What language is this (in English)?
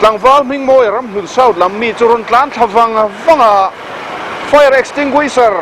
Mizo